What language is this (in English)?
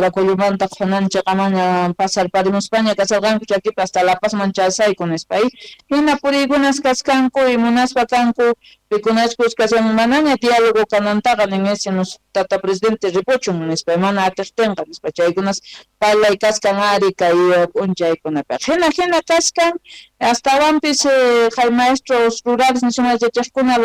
Quechua